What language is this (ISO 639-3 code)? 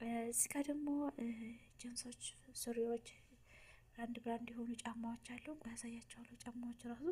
amh